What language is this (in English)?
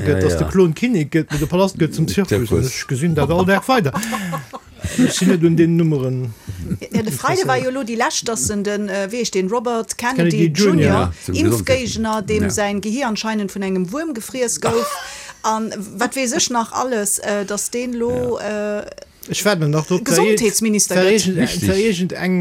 Luxembourgish